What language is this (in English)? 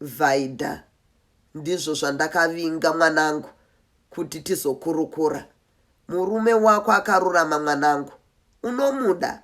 Shona